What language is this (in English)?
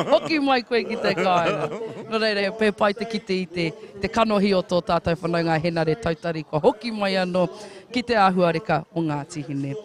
Māori